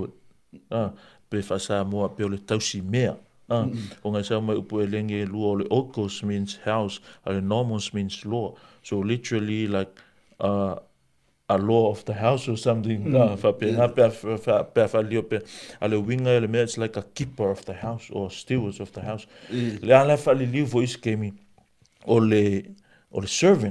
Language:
Samoan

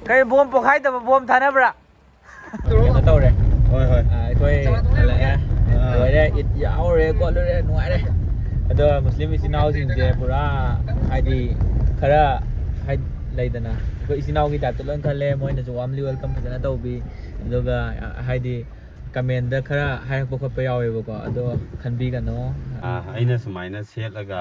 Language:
Manipuri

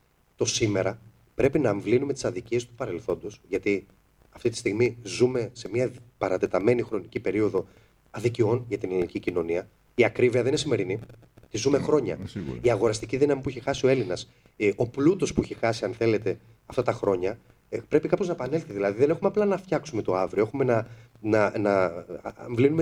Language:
Greek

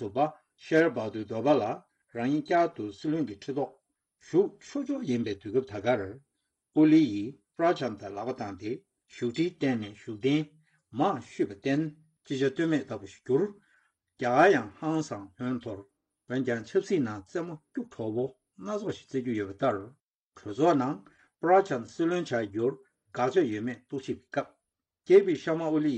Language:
Tibetan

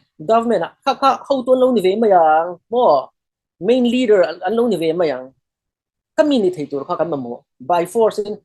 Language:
Falam Chin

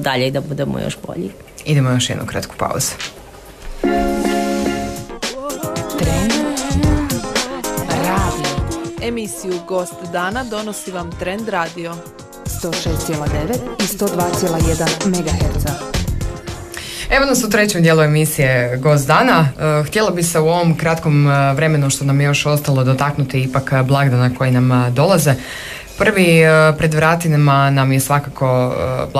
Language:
Croatian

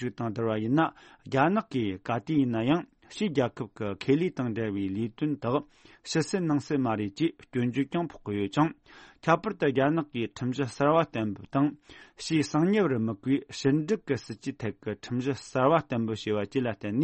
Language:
Tibetan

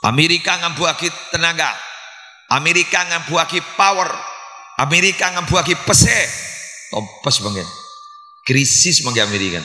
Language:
Madurese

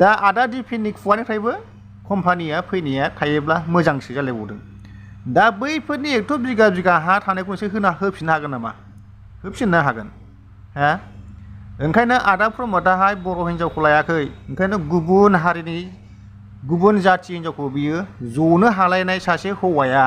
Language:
Bodo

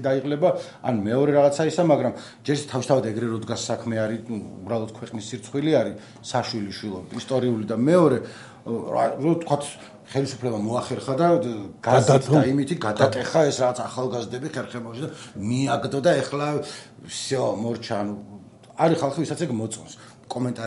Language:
Georgian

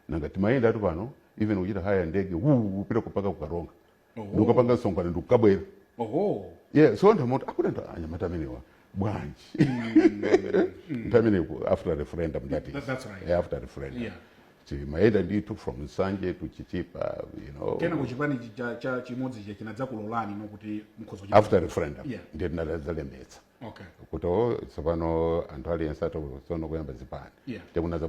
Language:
Nyanja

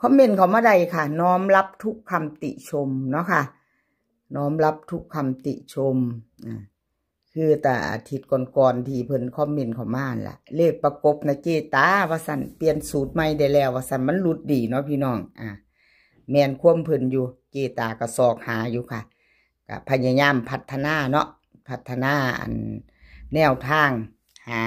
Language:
Northeastern Thai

